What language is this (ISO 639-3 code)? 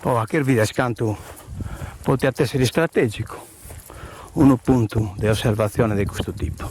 srd